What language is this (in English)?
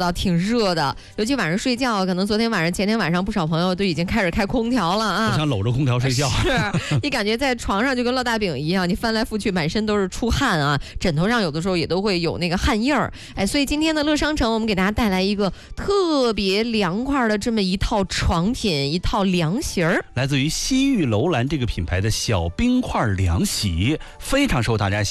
Chinese